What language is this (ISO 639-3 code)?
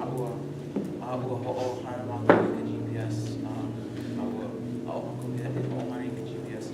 haw